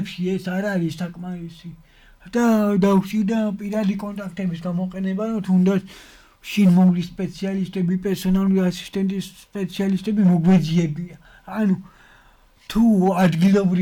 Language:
Georgian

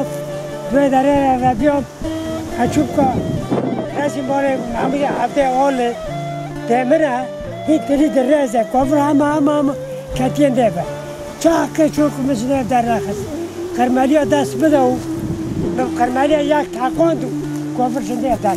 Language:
Kurdish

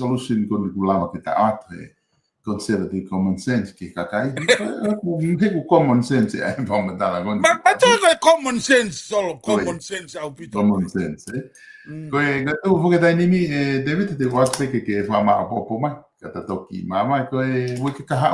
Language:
Tongan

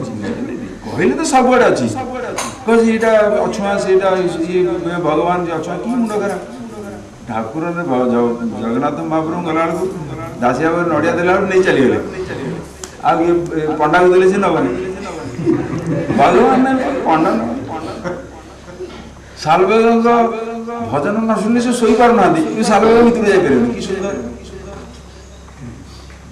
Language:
Odia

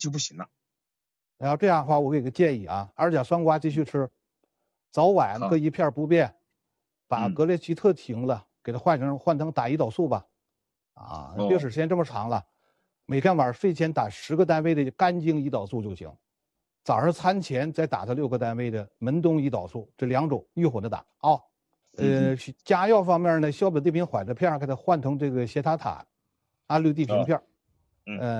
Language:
Chinese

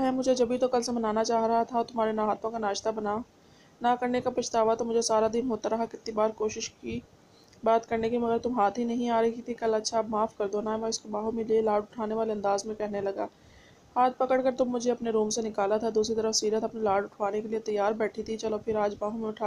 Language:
Hindi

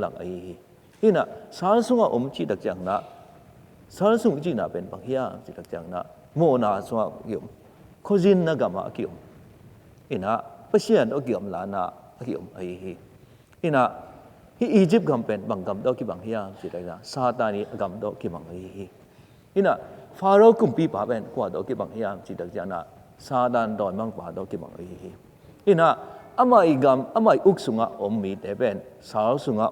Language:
Tedim Chin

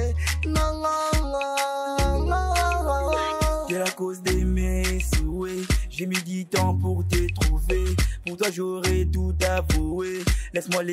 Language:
French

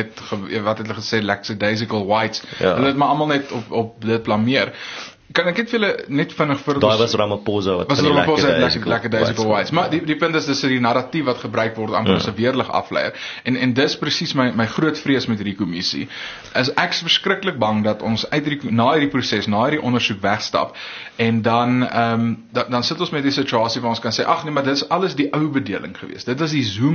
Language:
Afrikaans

